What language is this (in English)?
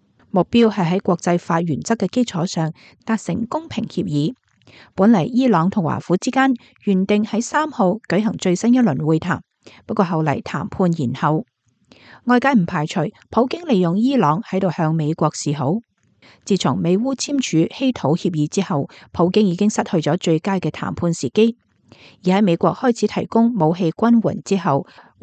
Cantonese